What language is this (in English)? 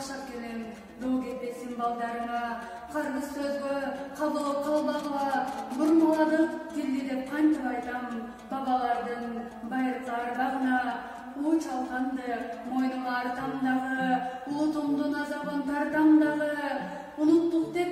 Kyrgyz